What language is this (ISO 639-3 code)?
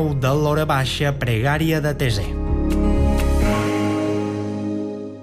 cat